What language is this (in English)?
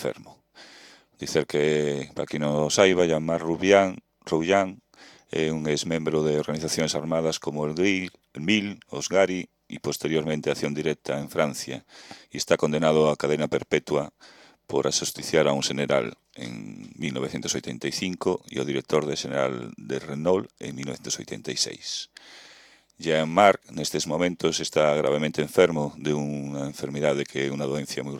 Galician